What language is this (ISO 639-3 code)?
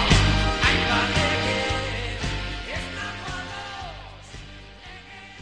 eus